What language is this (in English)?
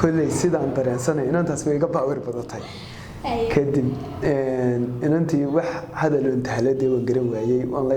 Somali